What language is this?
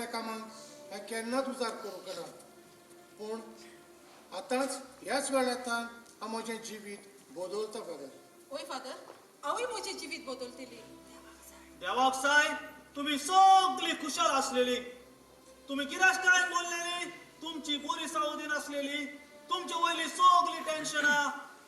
Konkani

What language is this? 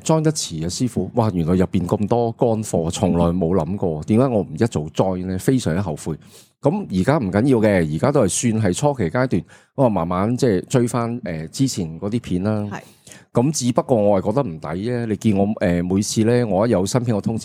Cantonese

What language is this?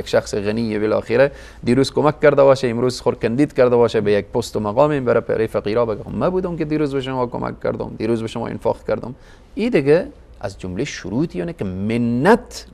Persian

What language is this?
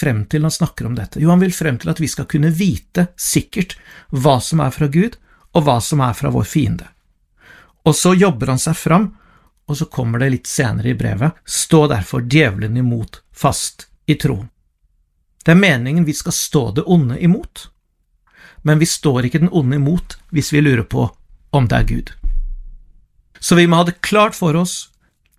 Norwegian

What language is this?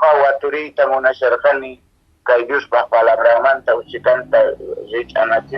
Quechua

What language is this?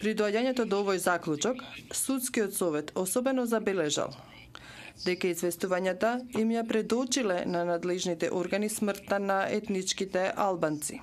Macedonian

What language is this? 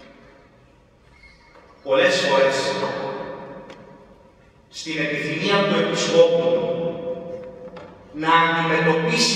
Greek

